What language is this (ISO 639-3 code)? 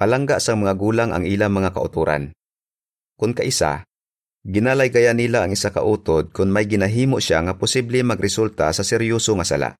hil